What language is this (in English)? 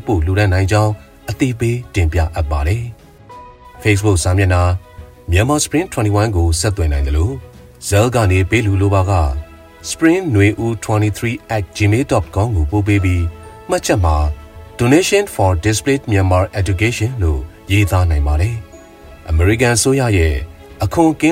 Burmese